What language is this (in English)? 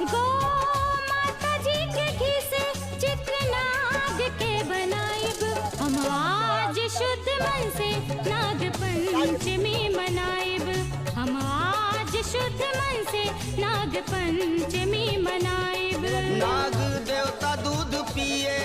Maithili